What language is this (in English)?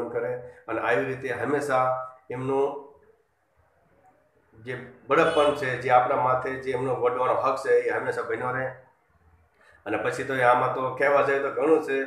Gujarati